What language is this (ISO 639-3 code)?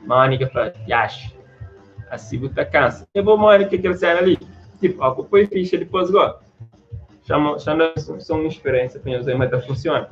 kea